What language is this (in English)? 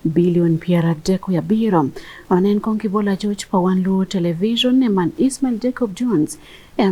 Acoli